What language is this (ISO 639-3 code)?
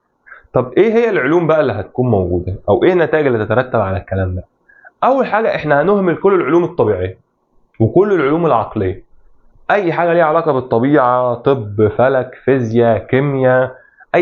arz